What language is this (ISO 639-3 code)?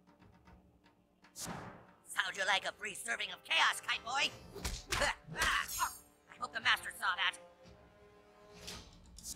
eng